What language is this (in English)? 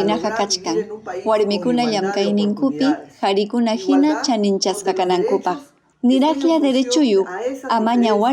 Ayacucho Quechua